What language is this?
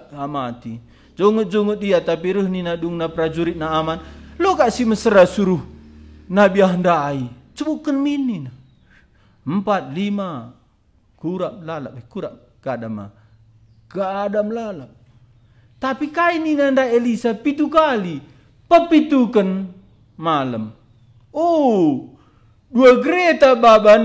Batak Karo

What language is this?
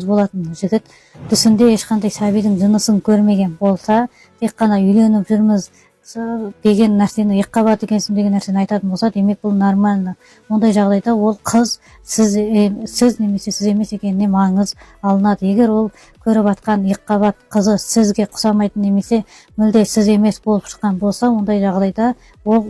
Kazakh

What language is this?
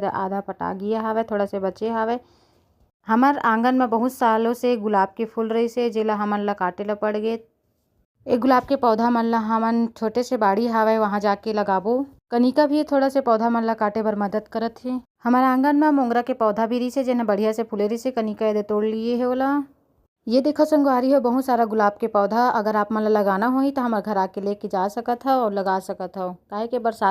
Chhattisgarhi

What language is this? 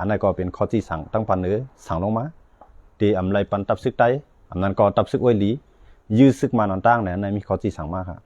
Shan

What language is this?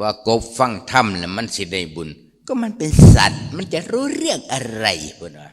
Lao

